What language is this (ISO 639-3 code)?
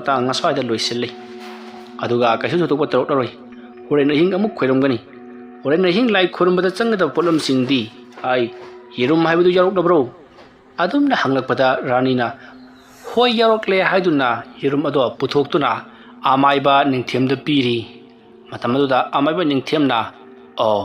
mni